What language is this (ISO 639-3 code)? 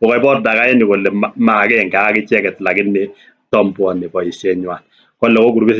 kln